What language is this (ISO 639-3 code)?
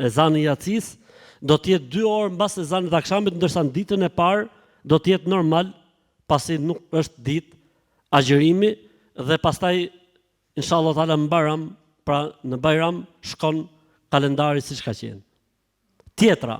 sqi